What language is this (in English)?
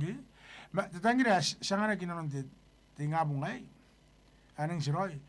Gilbertese